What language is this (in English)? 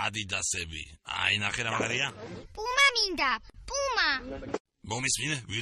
Georgian